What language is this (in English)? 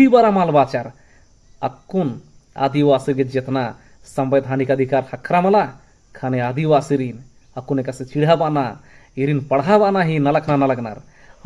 Kurukh